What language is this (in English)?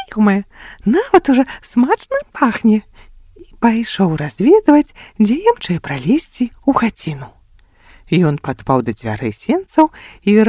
Belarusian